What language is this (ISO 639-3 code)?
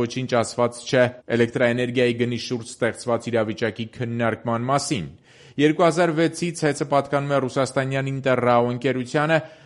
hye